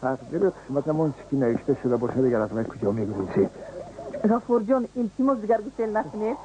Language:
Tajik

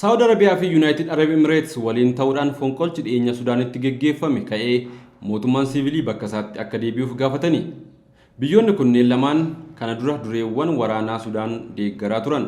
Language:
Oromo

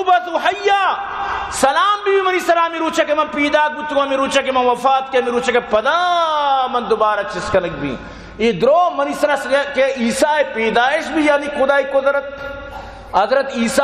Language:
Baluchi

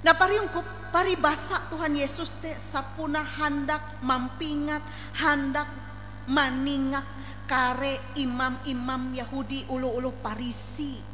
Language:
Ngaju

